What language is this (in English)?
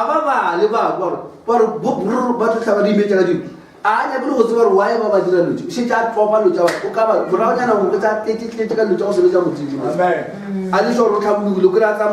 Northern Sotho